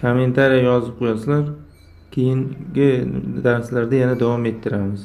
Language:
Uzbek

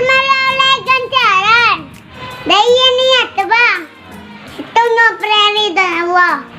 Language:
Madurese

